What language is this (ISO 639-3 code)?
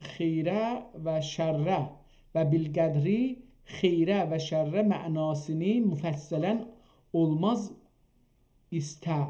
azb